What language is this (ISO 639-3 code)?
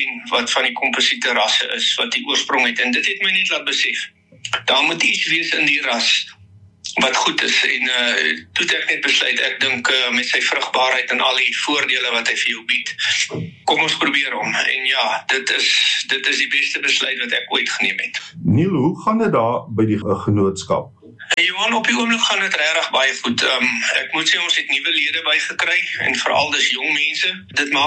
afr